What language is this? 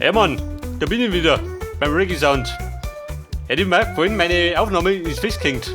Bavarian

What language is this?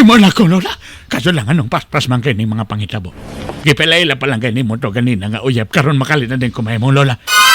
Cebuano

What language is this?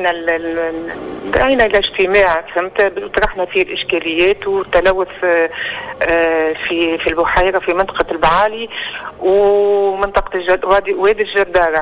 Tunisian Arabic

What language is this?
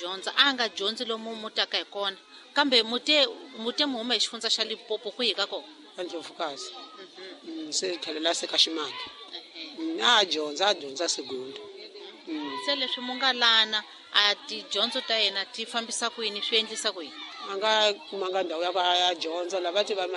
Tsonga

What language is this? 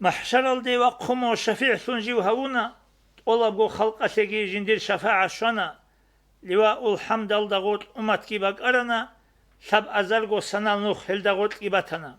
Avaric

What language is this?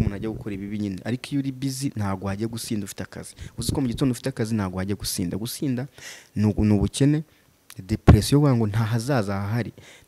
Kinyarwanda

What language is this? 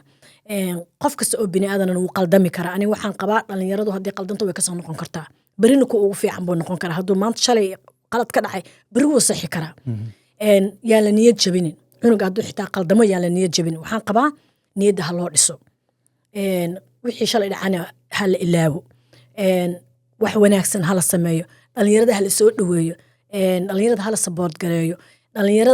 Somali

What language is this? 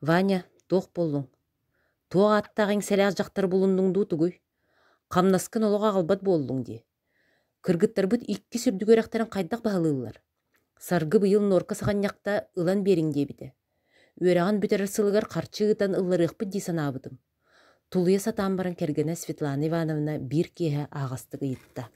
Yakut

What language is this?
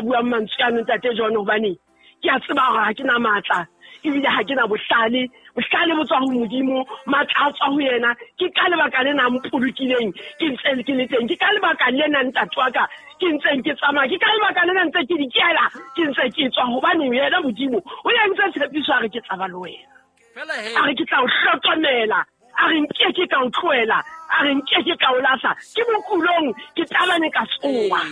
Southern Sotho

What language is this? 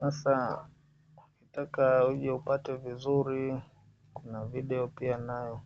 Swahili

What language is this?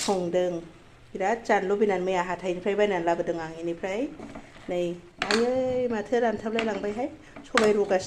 Bodo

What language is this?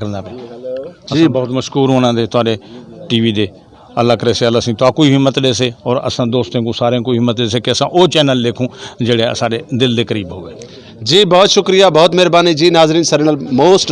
Western Panjabi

